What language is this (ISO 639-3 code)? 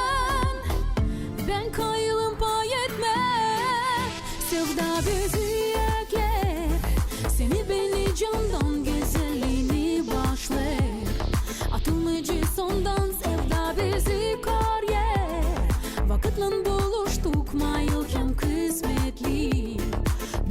gag